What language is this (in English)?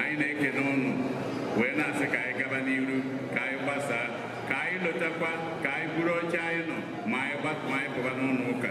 Igbo